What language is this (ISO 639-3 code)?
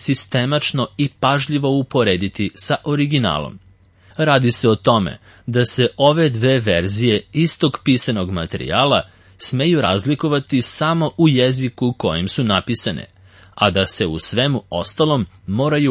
srp